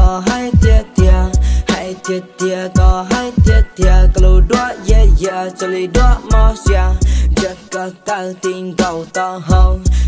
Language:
Hmong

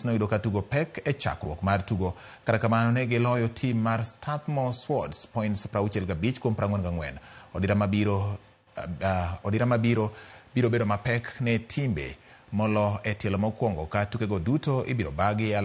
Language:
Luo (Kenya and Tanzania)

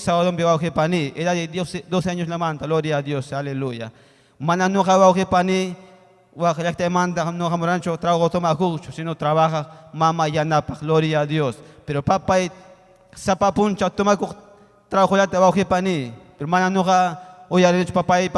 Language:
Ayacucho Quechua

